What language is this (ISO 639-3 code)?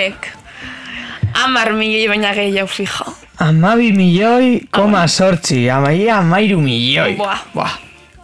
eus